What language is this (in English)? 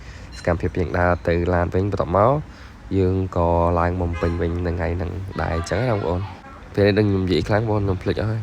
Khmer